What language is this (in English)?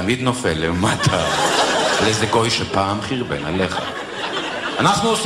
Hebrew